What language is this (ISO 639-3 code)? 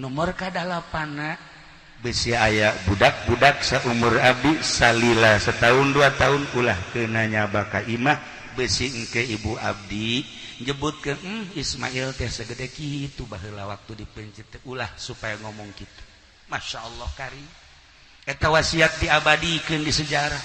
sun